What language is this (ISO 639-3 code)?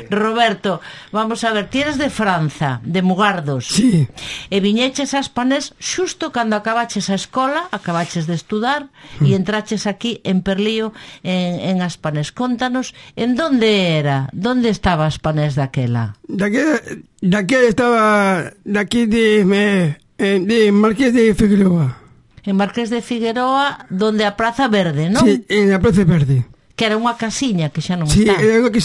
glg